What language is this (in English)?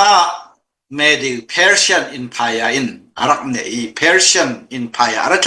Falam Chin